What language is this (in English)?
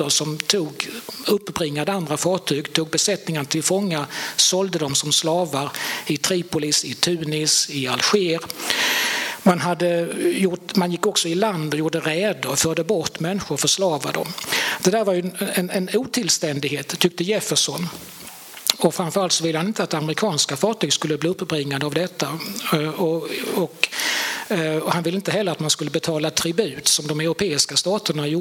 Swedish